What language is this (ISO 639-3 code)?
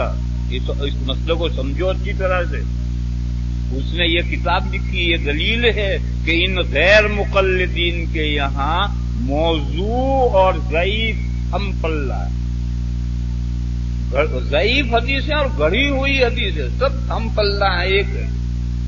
urd